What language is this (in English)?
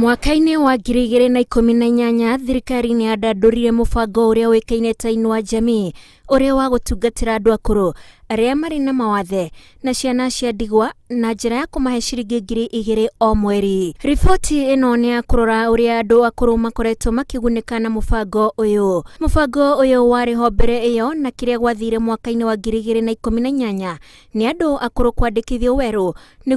Kikuyu